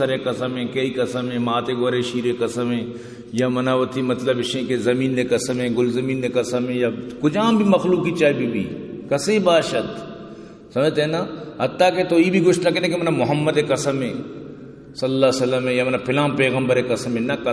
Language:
Eastern Balochi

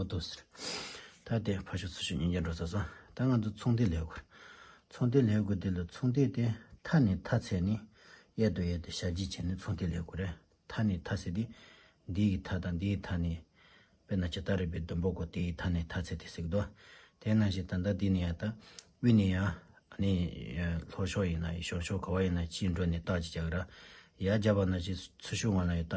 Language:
Tibetan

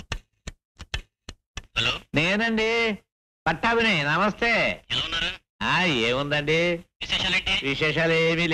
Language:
Telugu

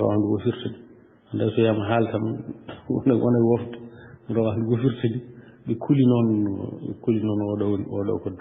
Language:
Fula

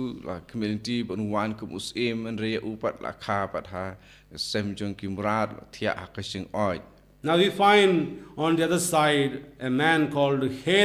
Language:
Khasi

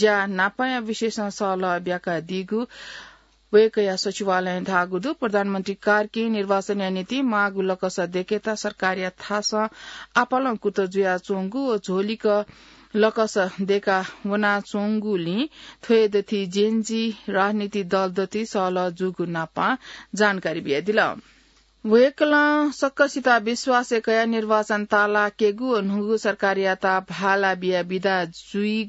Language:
Newari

